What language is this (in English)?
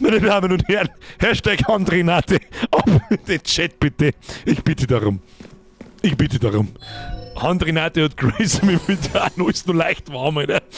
Bavarian